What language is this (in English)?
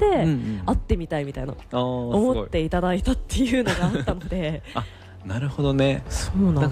Japanese